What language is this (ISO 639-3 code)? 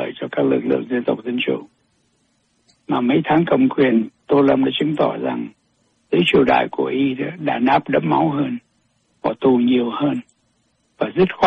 vie